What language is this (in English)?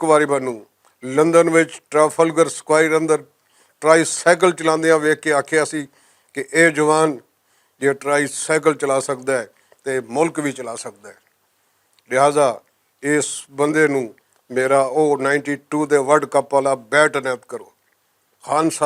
Western Panjabi